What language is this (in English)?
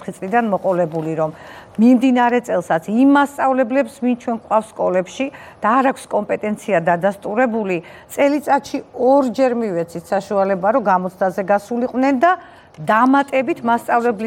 Georgian